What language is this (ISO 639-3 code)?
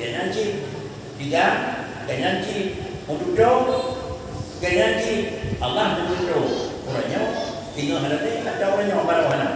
ace